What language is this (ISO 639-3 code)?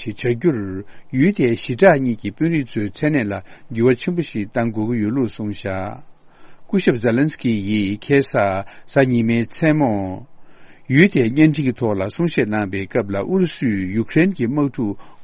bod